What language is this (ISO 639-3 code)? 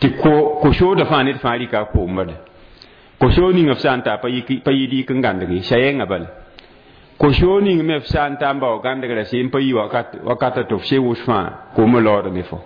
mos